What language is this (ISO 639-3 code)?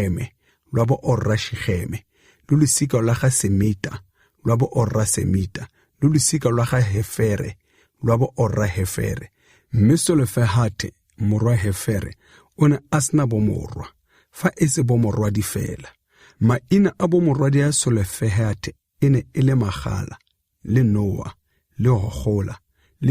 tsn